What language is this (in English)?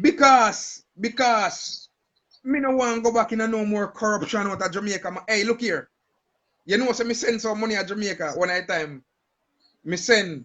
Jamaican Creole English